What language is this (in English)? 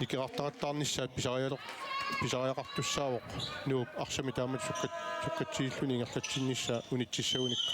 Kalaallisut